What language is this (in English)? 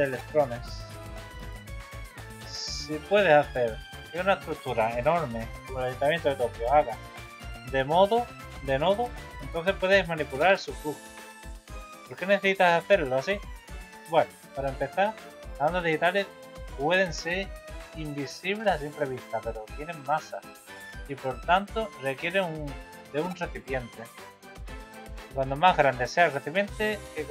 Spanish